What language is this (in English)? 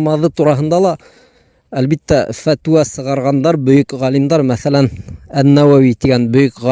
Bashkir